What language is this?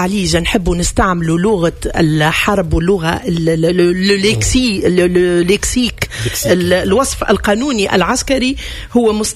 Tunisian Arabic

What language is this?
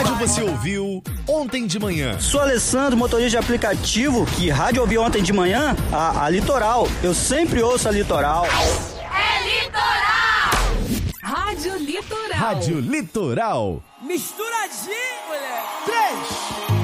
Portuguese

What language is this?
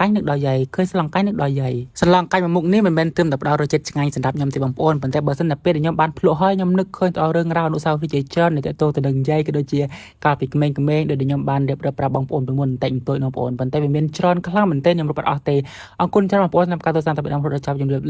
Khmer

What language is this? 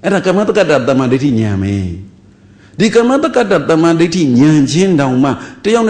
Burmese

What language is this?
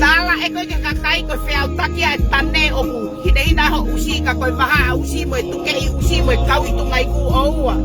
Tongan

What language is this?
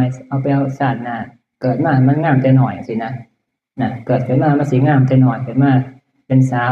Northeastern Thai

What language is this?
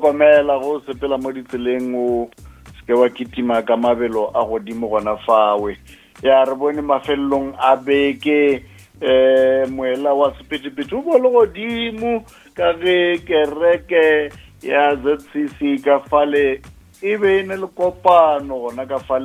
Northern Sotho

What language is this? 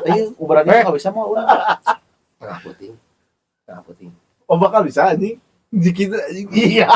Sundanese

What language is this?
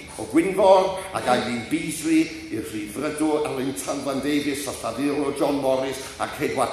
Welsh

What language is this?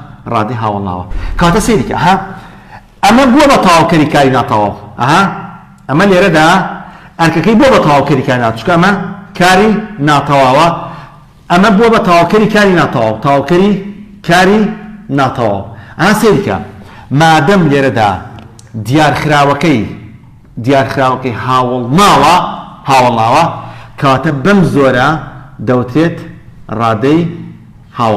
Central Kurdish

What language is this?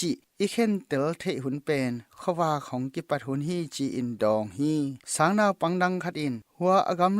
Tedim Chin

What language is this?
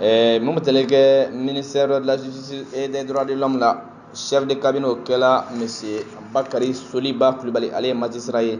Bambara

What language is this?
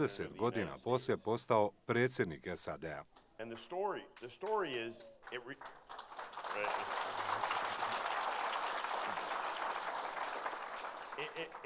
Bosnian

